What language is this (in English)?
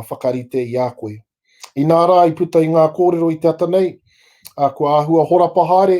Māori